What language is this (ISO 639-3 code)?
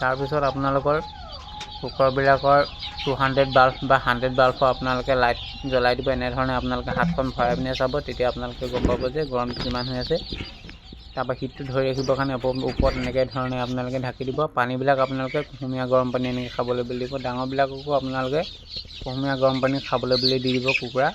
asm